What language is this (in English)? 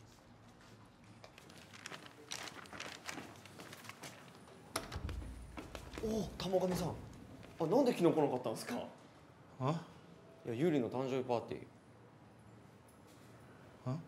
Japanese